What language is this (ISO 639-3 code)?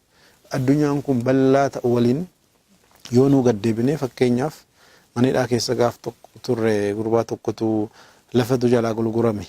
orm